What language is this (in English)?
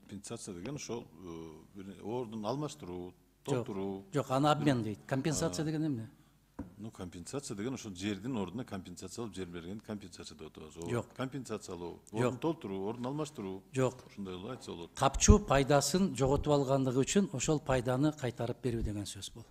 Kyrgyz